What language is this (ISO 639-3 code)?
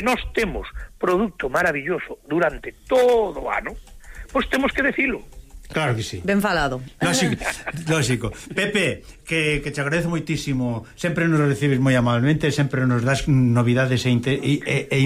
glg